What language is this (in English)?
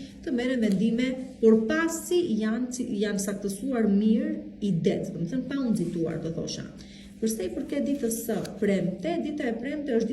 Albanian